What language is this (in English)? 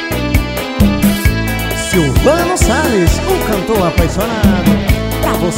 Portuguese